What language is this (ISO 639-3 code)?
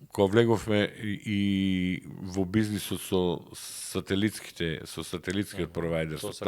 mkd